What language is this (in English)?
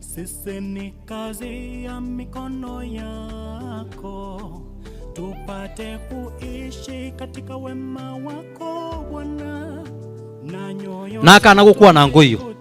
Gusii